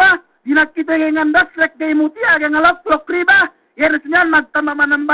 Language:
Yakan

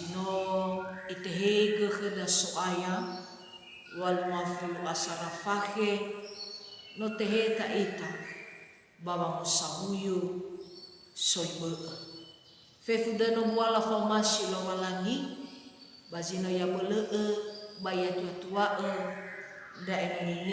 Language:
Nias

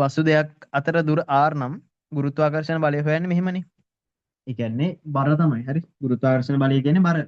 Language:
Sinhala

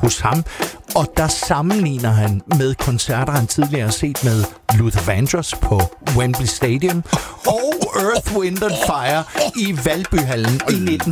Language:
Danish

